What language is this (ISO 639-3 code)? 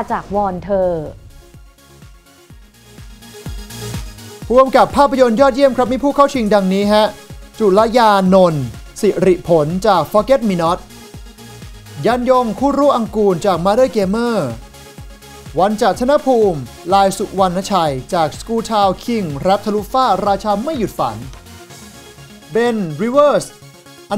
tha